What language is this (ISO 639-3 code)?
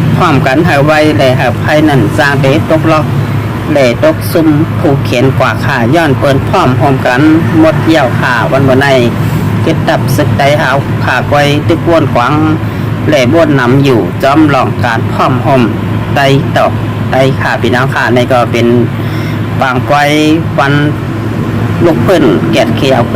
shn